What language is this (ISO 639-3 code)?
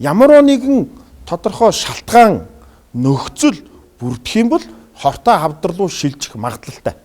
mon